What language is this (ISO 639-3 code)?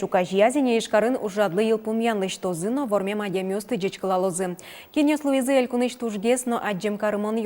udm